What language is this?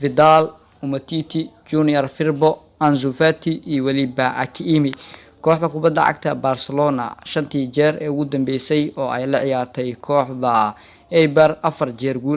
Somali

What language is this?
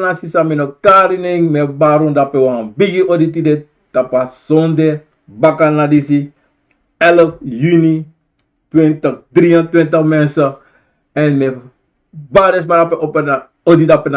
Sranan Tongo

